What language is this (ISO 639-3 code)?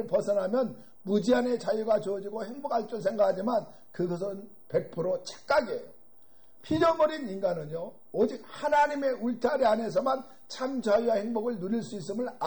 kor